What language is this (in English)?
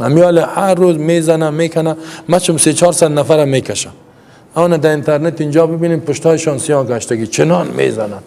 Persian